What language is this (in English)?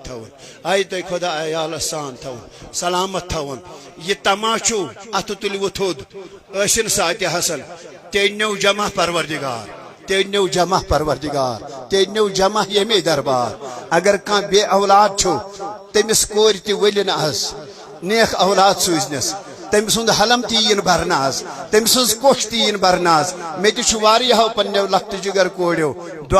Kashmiri